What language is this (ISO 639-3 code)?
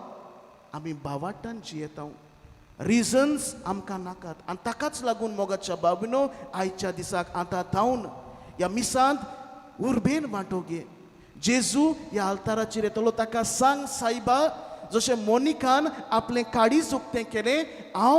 kok